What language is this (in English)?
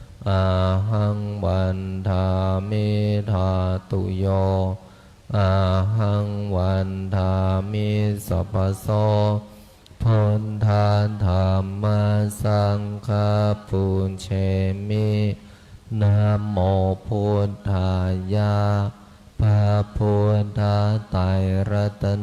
Pali